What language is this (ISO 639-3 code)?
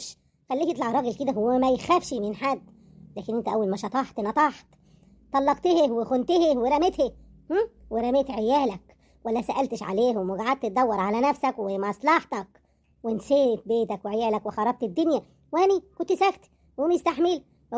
arz